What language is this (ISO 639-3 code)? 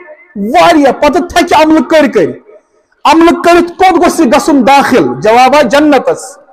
kas